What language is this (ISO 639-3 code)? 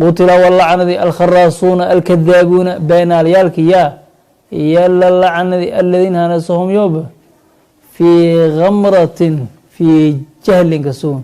som